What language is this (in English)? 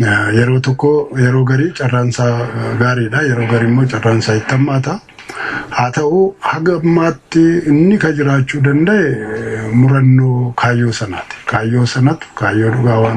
Oromo